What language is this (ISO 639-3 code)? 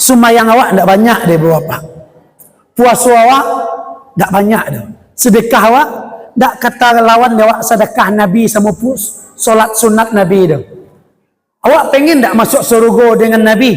min